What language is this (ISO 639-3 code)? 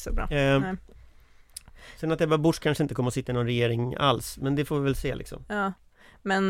swe